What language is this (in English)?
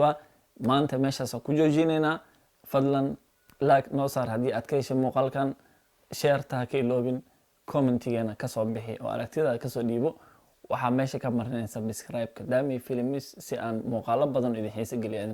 Somali